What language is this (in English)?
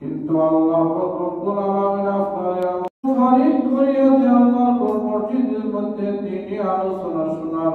Sylheti